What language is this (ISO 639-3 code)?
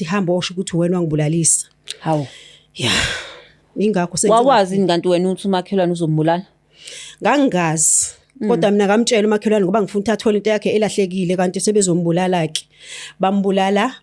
zul